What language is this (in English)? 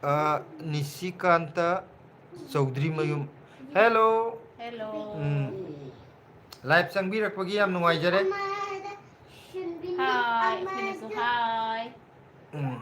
Manipuri